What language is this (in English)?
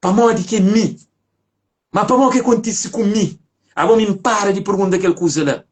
Kabuverdianu